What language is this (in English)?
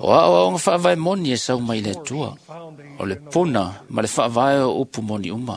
Samoan